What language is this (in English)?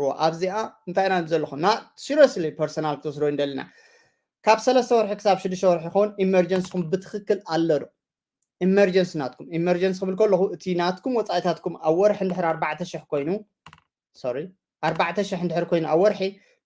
Tigrinya